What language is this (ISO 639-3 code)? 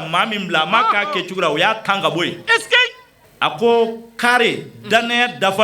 bam